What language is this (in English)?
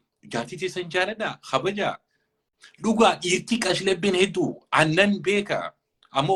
Oromo